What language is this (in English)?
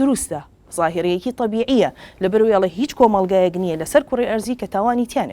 Central Kurdish